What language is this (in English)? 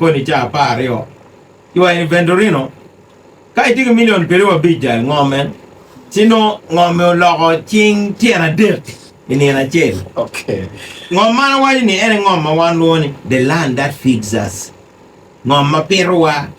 Acoli